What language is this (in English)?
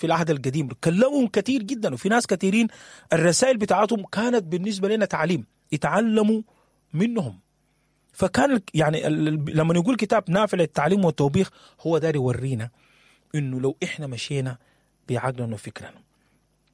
Sudanese Arabic